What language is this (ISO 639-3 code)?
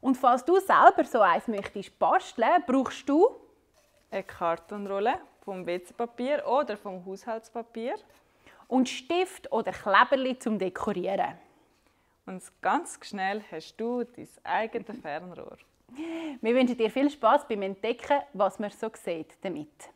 gsw